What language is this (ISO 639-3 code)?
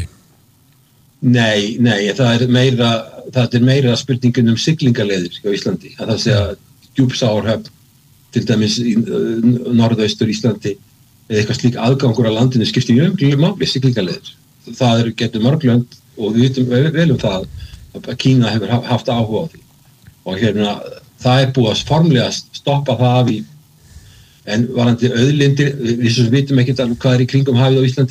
isl